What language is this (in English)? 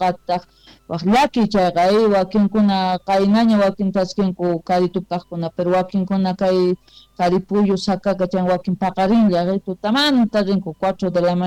South Bolivian Quechua